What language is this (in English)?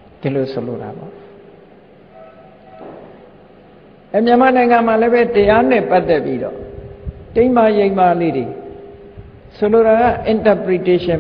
Burmese